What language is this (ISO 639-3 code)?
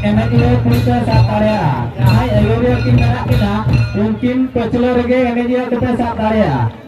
sat